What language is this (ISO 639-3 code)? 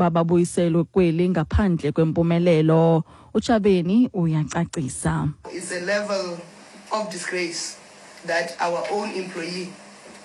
xho